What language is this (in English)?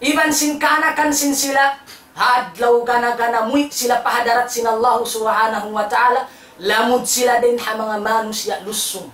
Tausug